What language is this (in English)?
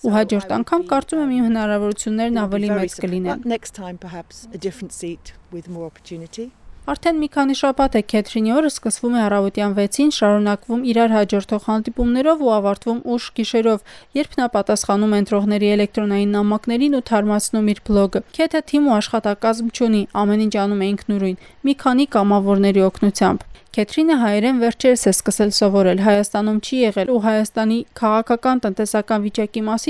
Armenian